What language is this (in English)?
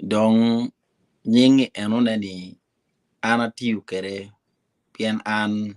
Acoli